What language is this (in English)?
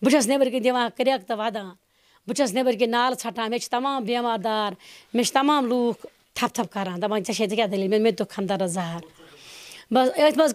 Kashmiri